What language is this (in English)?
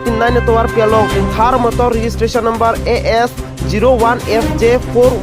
Karbi